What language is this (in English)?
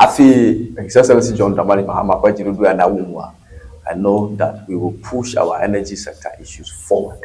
Ewe